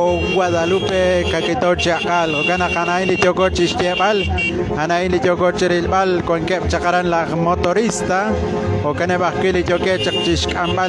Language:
Kekchí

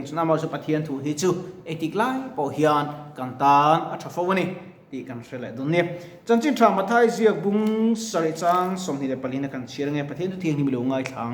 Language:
Mizo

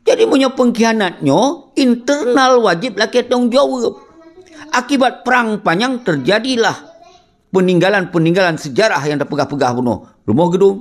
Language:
Achinese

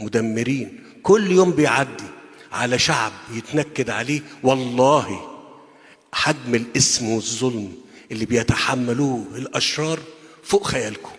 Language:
Egyptian Arabic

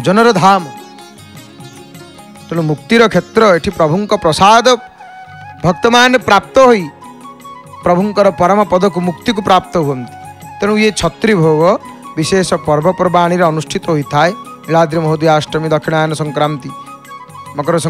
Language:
Odia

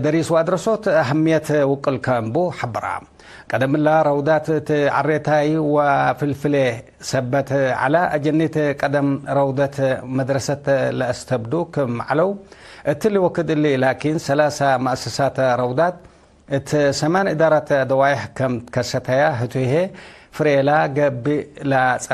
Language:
Tigre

